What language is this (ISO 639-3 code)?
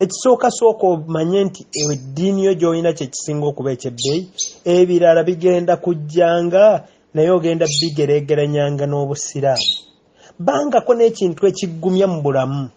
lug